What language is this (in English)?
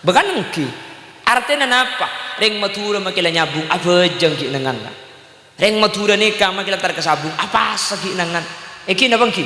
Madurese